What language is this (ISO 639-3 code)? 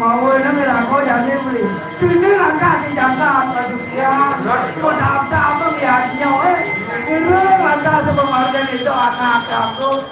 ban